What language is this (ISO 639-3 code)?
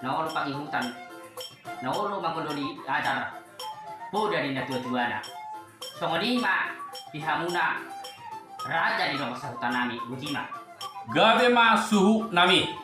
bbc